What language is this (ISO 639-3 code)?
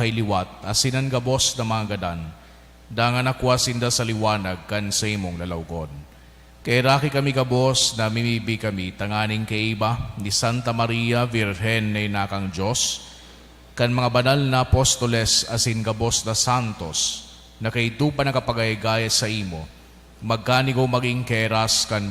bik